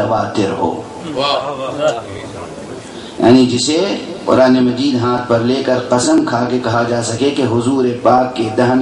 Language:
Urdu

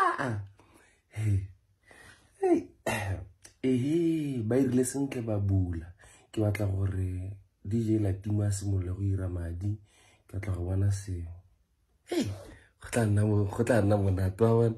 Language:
Tswana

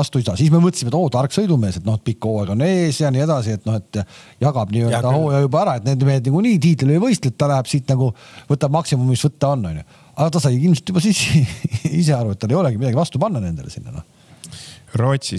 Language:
Estonian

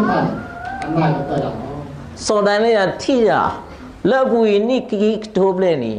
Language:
S'gaw Karen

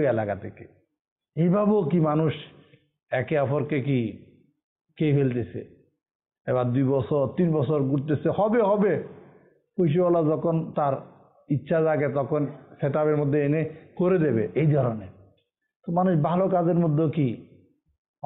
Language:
Bangla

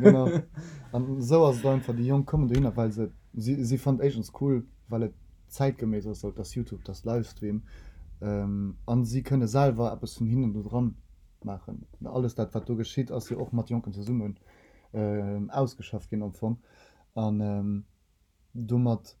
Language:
Luxembourgish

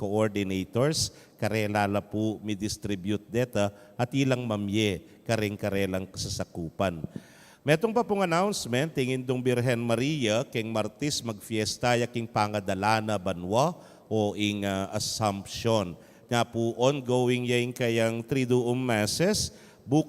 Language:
Pampanga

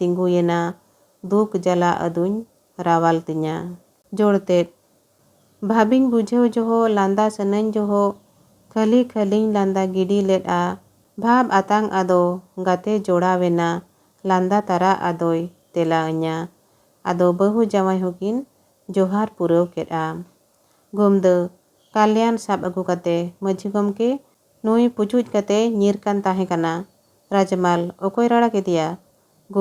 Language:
Santali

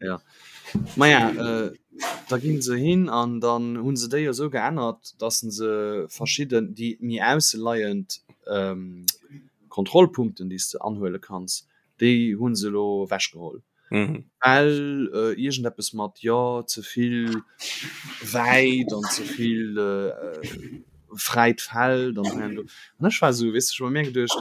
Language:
Luxembourgish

